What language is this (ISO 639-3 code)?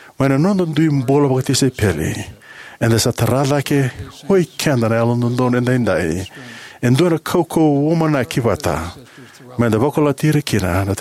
fij